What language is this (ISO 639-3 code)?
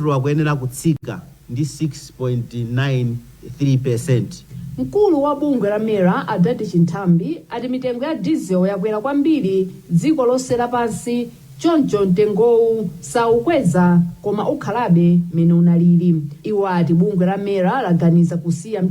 nya